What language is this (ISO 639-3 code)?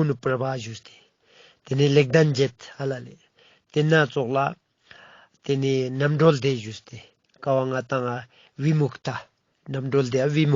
lbj